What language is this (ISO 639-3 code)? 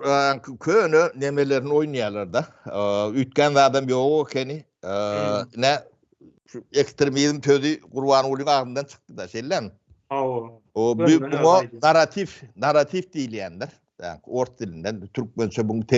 tuk